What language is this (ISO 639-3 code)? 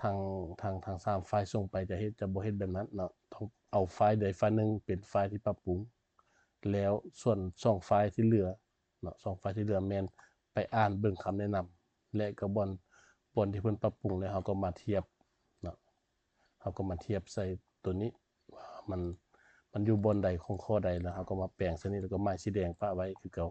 lao